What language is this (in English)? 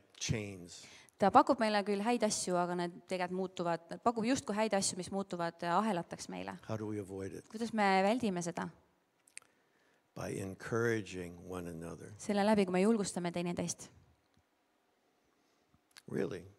Estonian